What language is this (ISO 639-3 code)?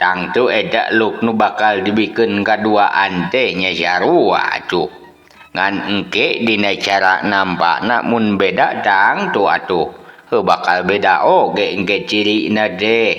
sun